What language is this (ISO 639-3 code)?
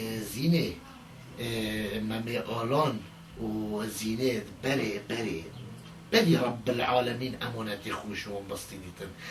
kur